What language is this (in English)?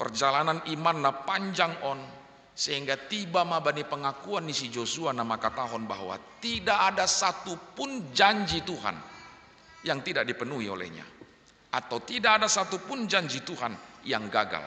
Batak Simalungun